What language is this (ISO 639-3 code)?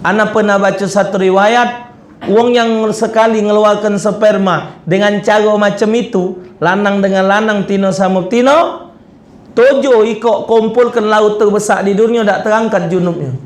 mui